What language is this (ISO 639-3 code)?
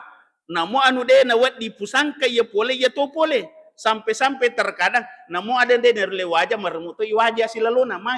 bug